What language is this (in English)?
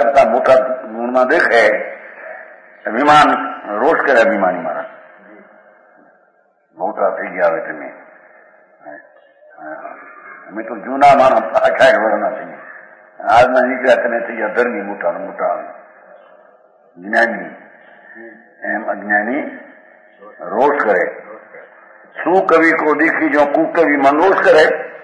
Gujarati